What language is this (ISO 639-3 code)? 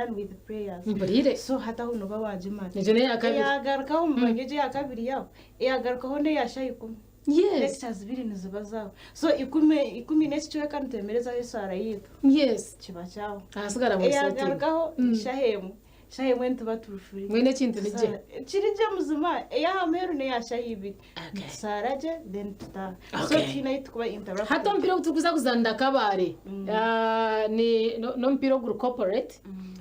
nyn